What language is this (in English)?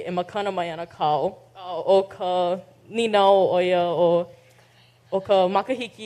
Hawaiian